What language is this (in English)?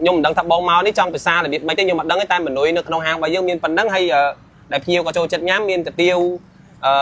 Khmer